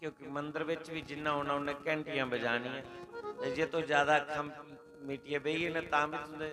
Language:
Dogri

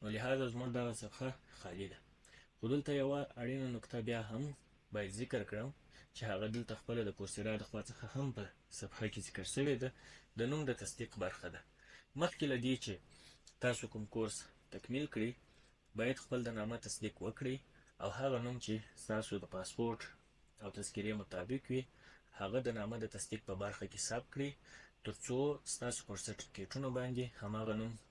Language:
Pashto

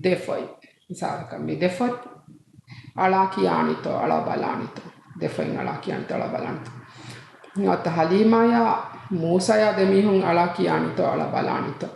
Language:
Divehi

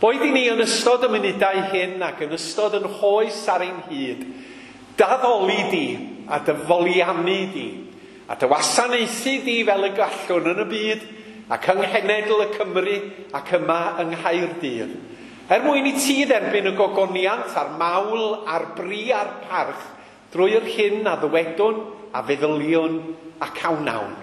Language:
Welsh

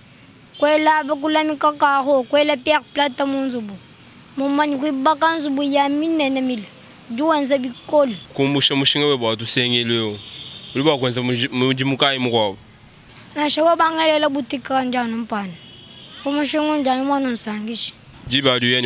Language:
Luba-Lulua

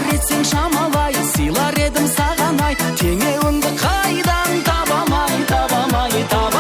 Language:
Kara-Kalpak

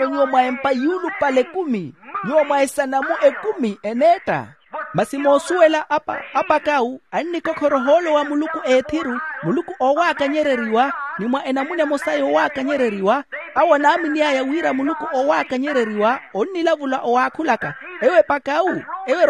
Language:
Makhuwa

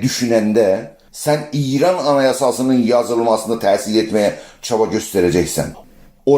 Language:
South Azerbaijani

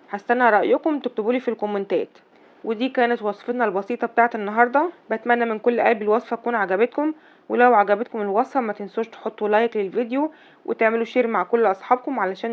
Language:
Egyptian Arabic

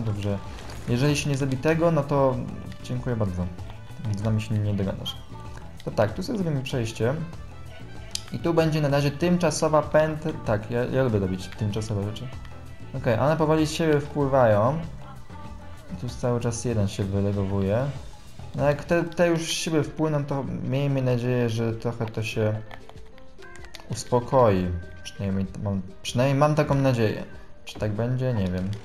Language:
Polish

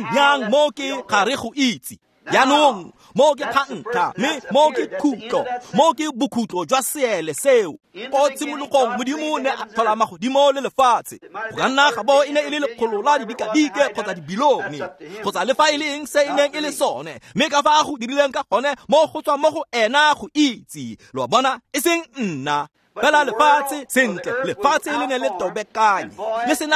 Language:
Tswana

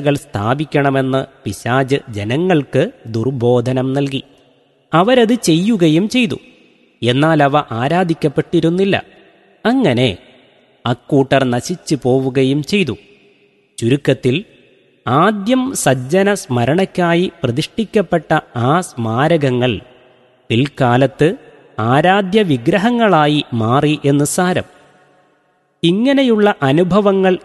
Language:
Malayalam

